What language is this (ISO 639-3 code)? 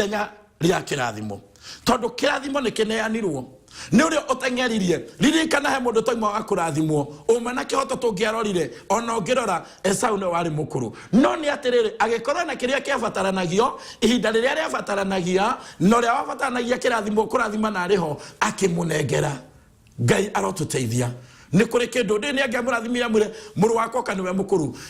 kik